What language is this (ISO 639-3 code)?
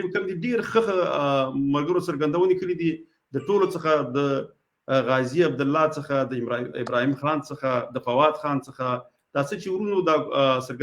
pus